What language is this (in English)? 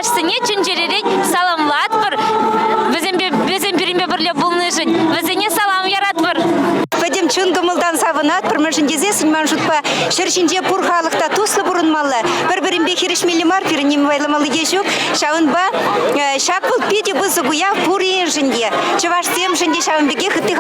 Chuvash